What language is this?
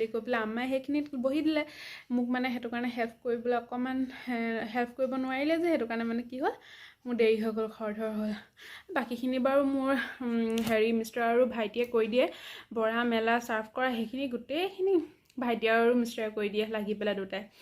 Assamese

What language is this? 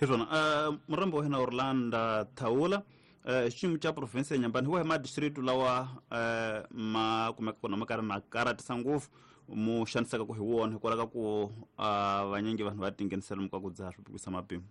Tsonga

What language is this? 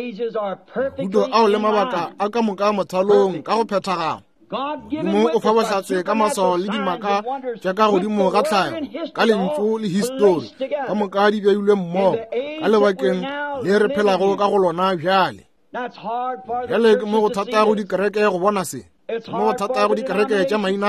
Northern Sotho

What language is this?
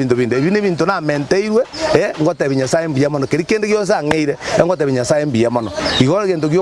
Gusii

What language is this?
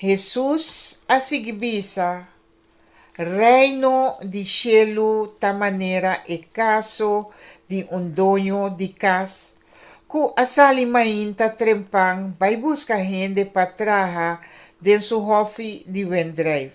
Papiamento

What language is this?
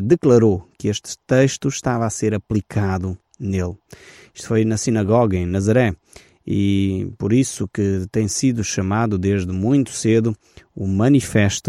Portuguese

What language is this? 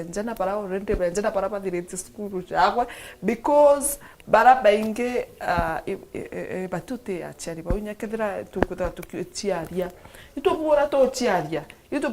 Meru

